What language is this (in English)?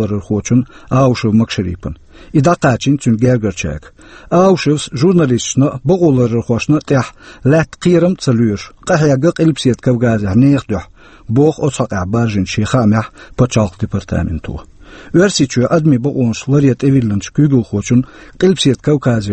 Chechen